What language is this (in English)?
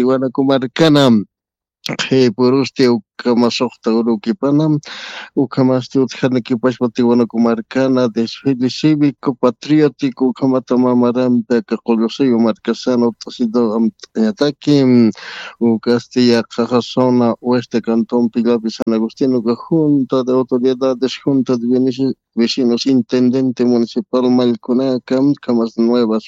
Aymara